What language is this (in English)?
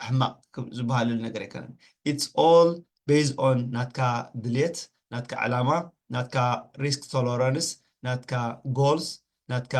Tigrinya